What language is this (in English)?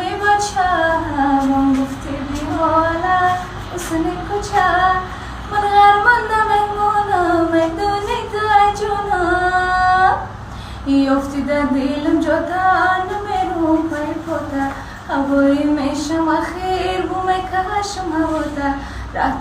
Tajik